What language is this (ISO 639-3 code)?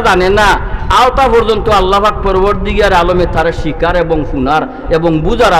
syl